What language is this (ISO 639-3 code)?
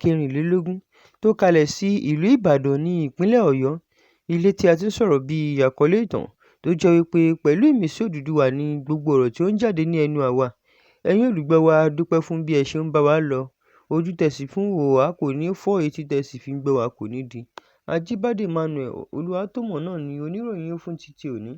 yor